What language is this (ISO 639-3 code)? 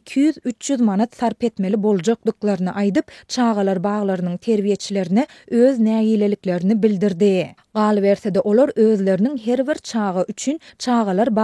tuk